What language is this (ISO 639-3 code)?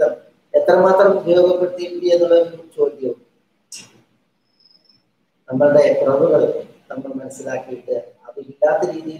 mal